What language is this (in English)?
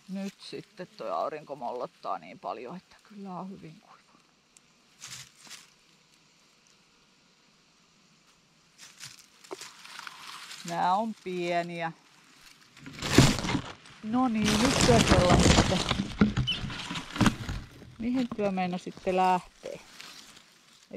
Finnish